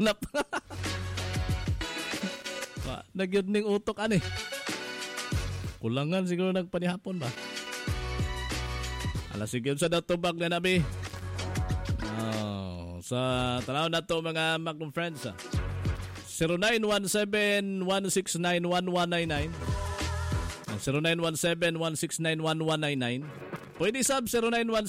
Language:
Cebuano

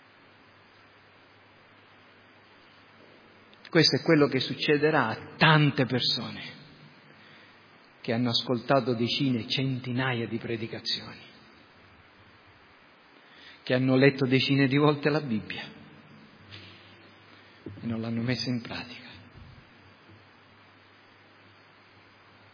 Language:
Italian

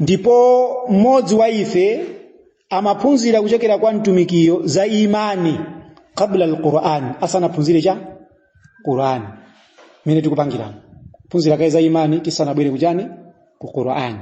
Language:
Nyanja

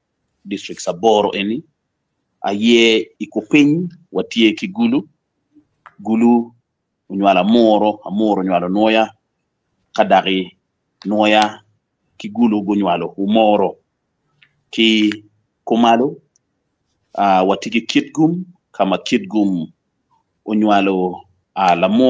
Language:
Acoli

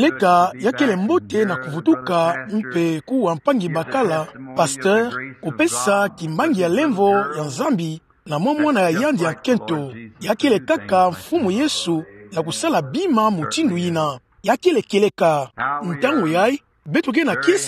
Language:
Kituba (Democratic Republic of Congo)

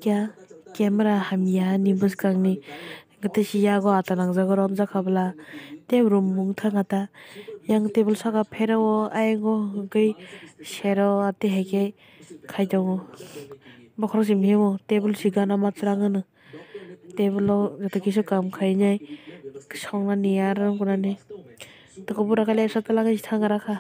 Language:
Kok Borok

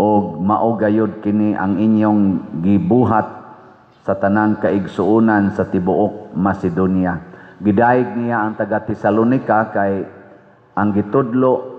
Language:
Cebuano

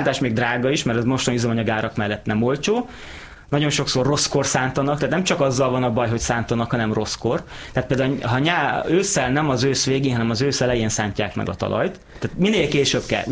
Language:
Hungarian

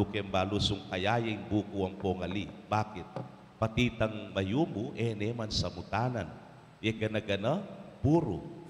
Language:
Pampanga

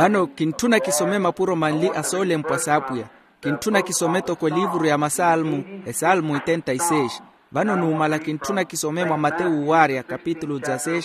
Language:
Makhuwa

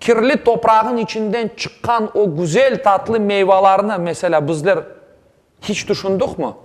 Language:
Crimean Tatar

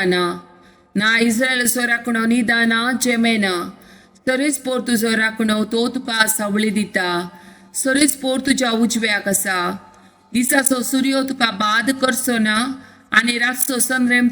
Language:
Konkani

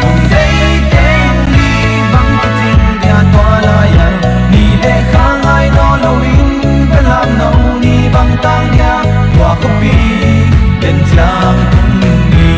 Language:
Paite Chin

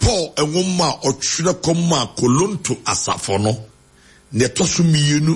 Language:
Akan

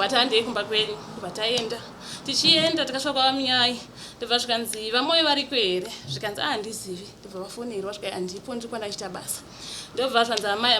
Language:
Shona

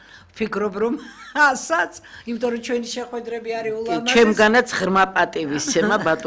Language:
Georgian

